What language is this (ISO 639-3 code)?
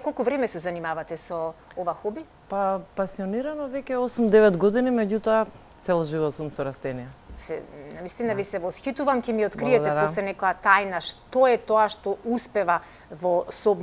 mkd